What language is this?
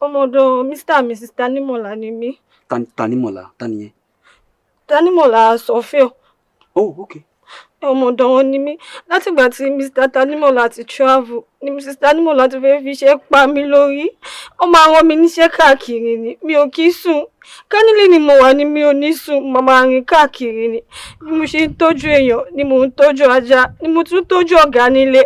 Yoruba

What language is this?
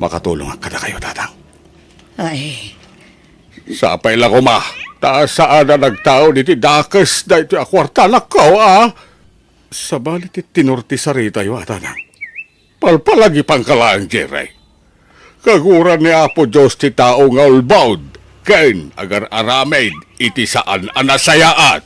Iloko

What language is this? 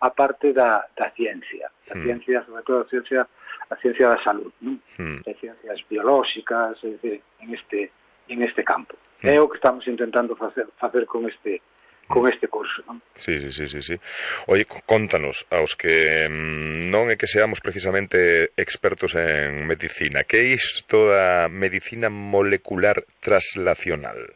Galician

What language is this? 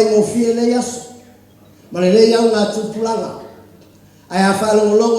Samoan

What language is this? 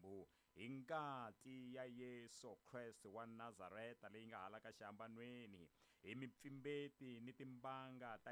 Tsonga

